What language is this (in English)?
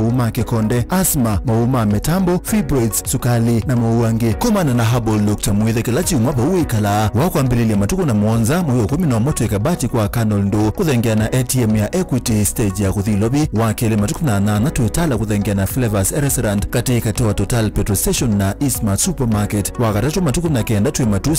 Kamba